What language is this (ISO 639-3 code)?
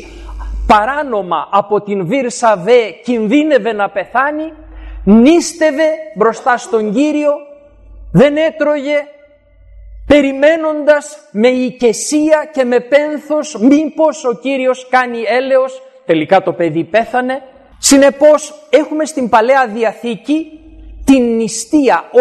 ell